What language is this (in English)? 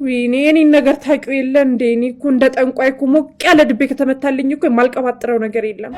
Amharic